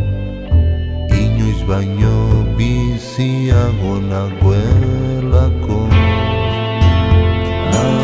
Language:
Basque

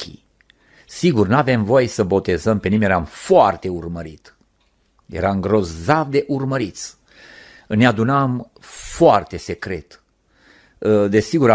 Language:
Romanian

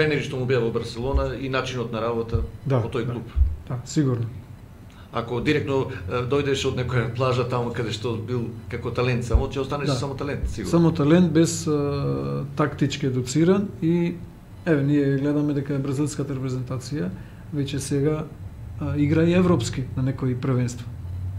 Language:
Macedonian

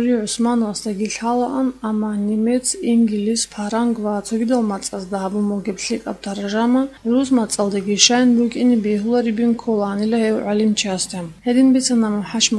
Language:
Avaric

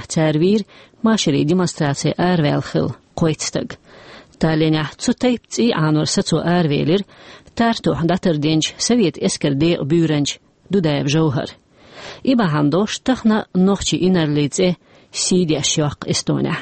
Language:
Chechen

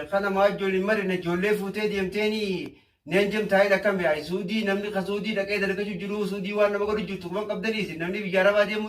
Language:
Oromo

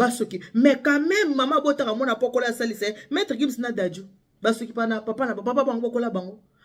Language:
Lingala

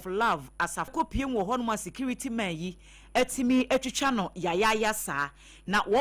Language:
Akan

